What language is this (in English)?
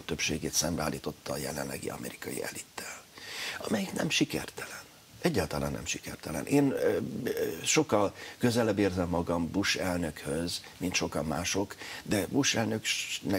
Hungarian